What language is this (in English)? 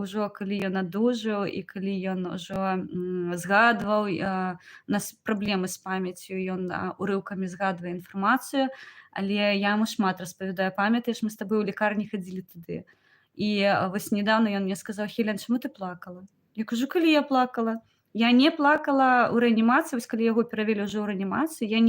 Belarusian